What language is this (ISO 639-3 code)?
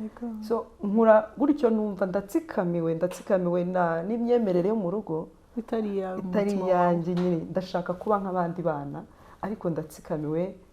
kin